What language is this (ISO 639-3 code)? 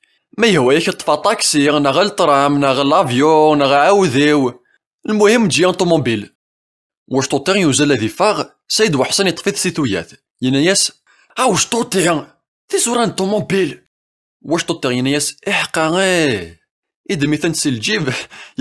kab